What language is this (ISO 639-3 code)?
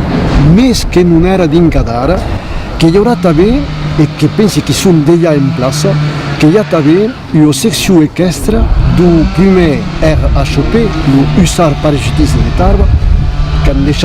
oci